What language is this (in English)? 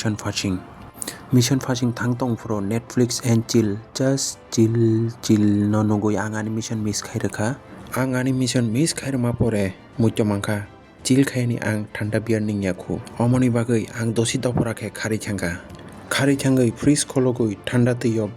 Kok Borok